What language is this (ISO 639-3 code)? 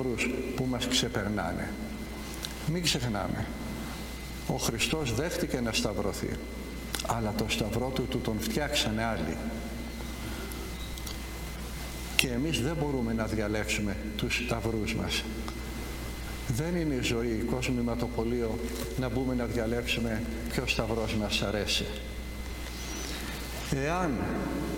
ell